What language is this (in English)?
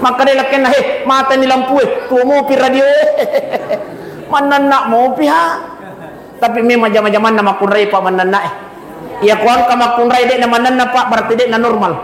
Buginese